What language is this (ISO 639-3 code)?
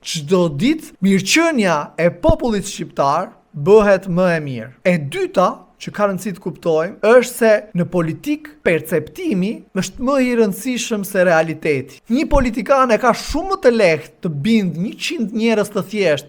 sqi